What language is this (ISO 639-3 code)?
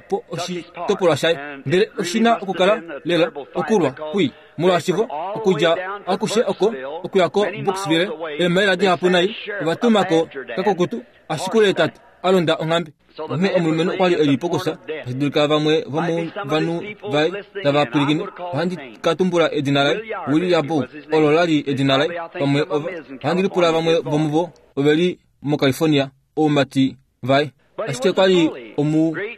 kua